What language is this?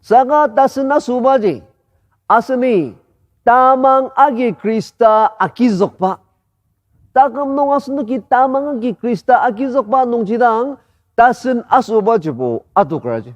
Ao Naga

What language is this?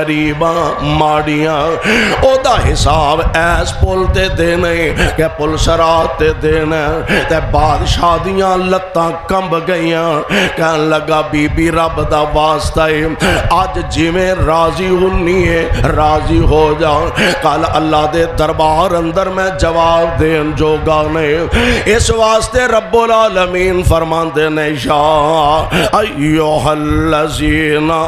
Western Panjabi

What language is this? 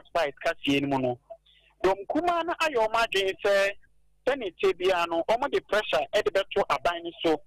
Akan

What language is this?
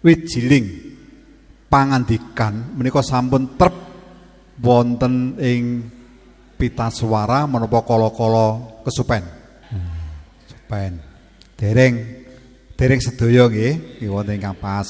Javanese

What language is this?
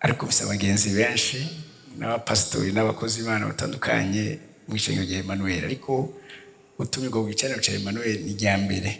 Rundi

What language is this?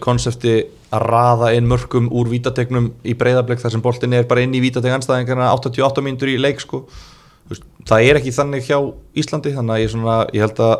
Icelandic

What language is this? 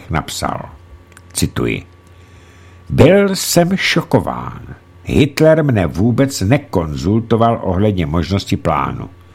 Czech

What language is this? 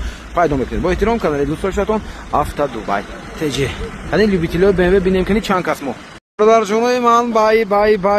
Tajik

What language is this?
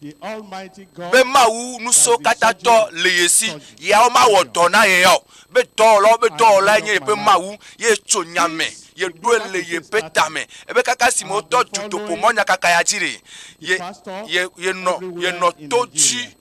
Ewe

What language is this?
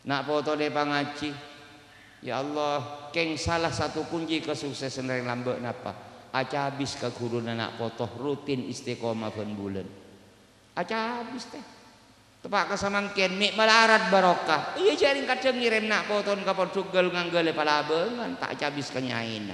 Madurese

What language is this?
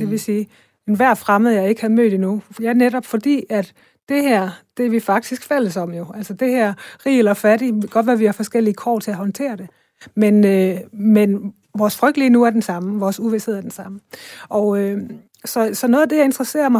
Danish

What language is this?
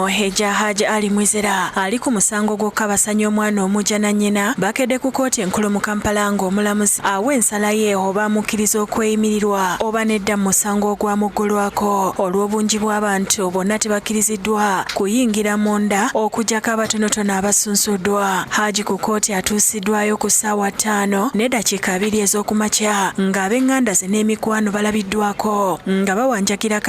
Ganda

